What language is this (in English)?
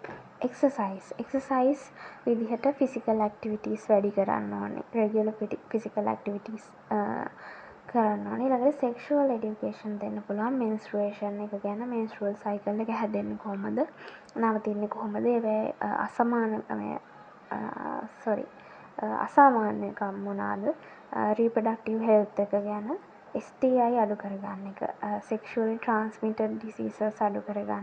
Sinhala